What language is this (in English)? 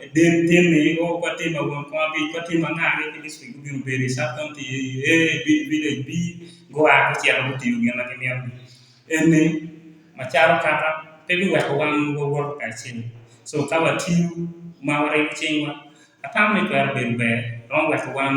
Acoli